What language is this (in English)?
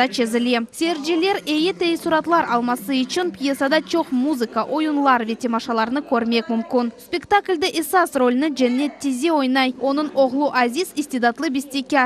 Crimean Tatar